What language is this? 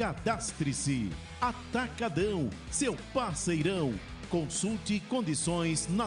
Portuguese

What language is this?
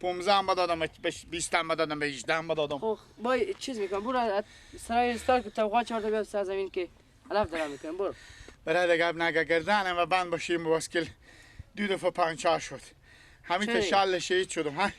Persian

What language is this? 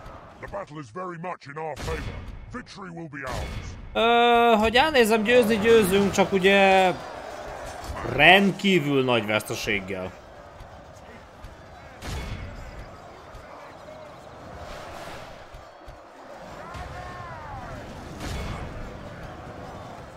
Hungarian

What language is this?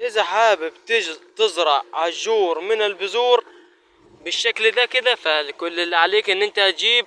Egyptian Arabic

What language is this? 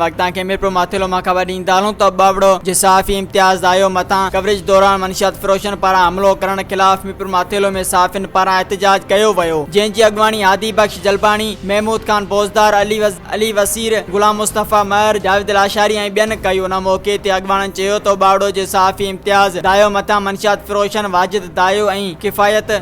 Sindhi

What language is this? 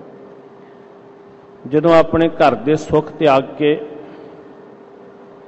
Punjabi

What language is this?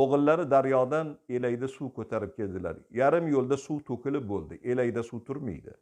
Uzbek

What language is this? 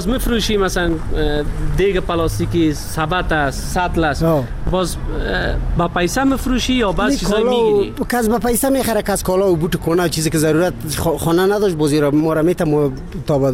Persian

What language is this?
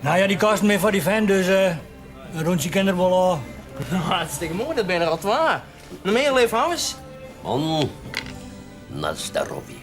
Western Frisian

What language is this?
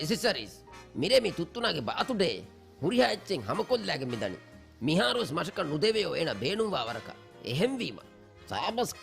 Divehi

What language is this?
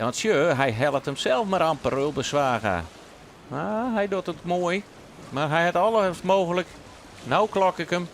Western Frisian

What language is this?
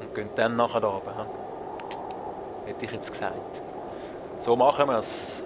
Swiss German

